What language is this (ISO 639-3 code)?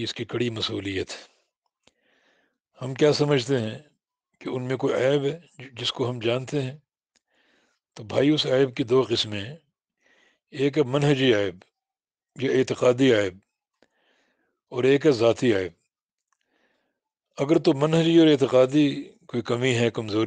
urd